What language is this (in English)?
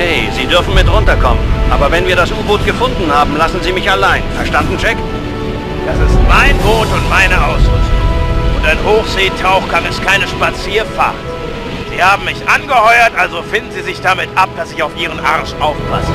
Bavarian